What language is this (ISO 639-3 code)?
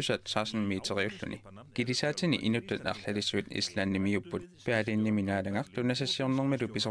kal